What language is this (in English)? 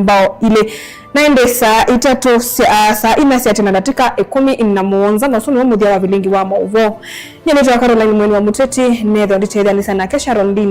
Kamba